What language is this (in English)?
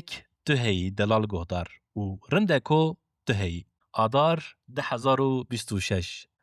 Kurdish